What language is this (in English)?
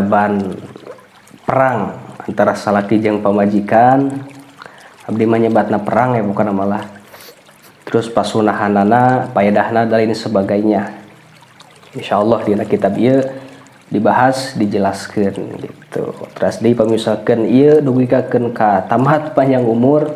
Sundanese